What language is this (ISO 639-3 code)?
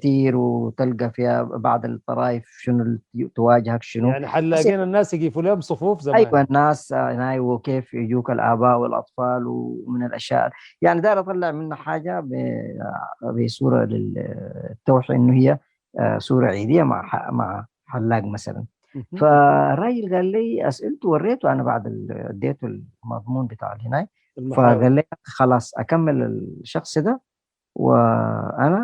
apd